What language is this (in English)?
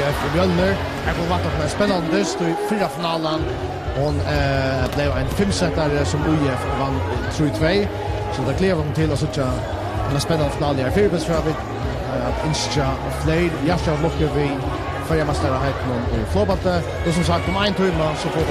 Faroese